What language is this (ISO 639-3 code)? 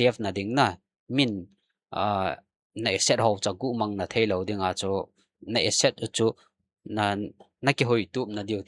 tcz